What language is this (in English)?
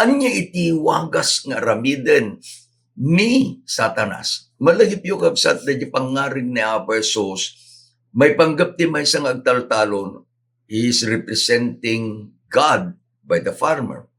Iloko